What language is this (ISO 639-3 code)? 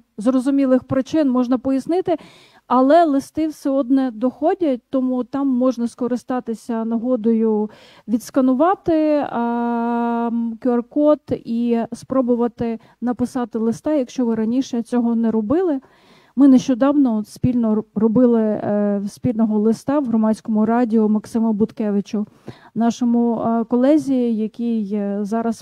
ukr